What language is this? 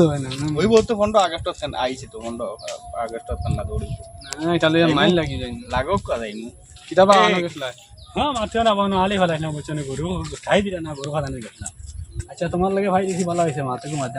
Sylheti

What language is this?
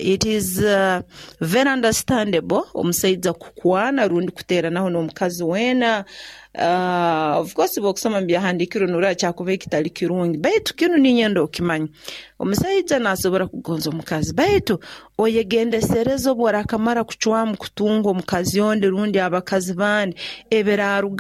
Nyoro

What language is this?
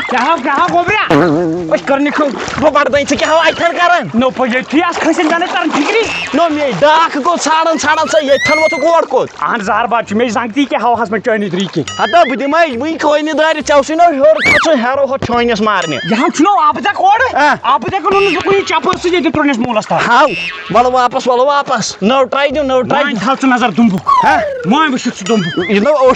Kashmiri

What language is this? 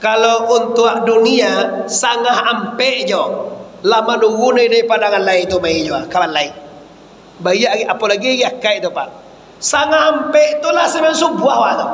Minangkabau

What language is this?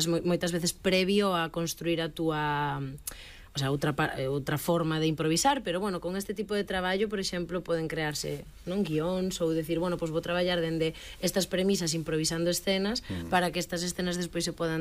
Galician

